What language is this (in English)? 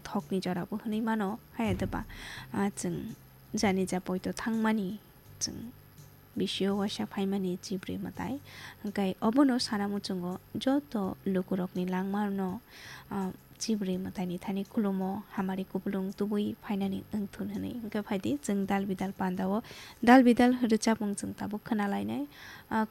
Kok Borok